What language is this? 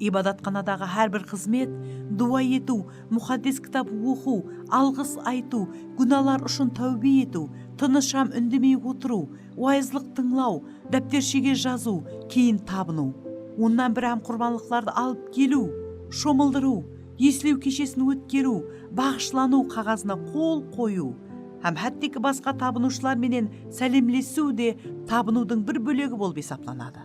Kara-Kalpak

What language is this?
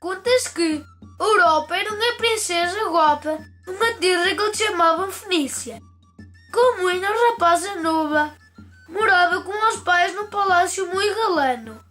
Mirandese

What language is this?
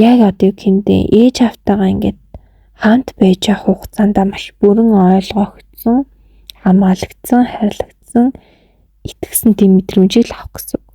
Mongolian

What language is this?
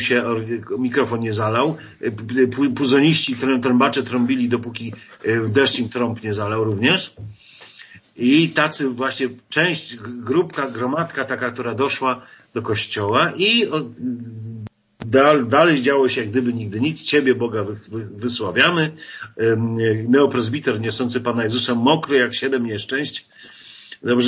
Polish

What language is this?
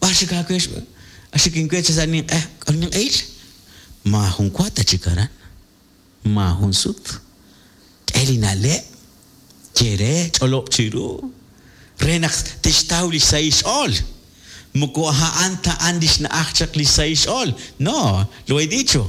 Kekchí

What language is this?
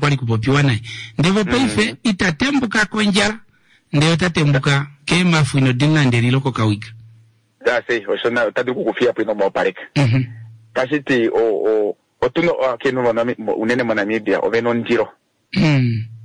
Kuanyama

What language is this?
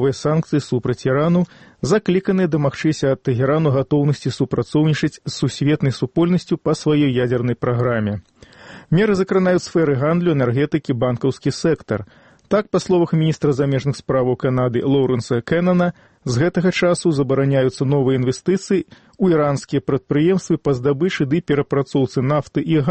Belarusian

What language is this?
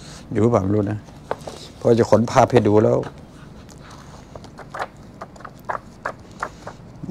Thai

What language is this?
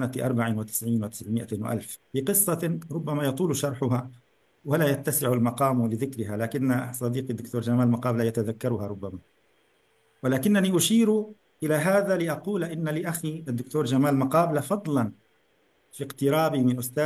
Arabic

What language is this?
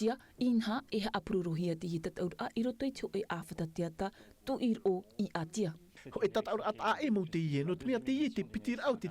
Tahitian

